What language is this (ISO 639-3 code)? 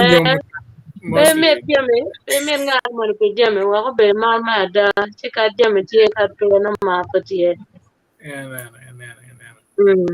ach